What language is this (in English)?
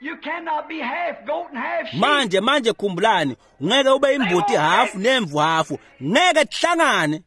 Swati